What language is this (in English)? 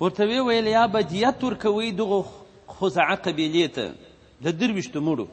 Pashto